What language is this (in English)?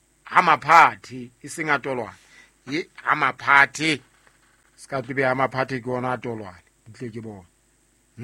Southern Sotho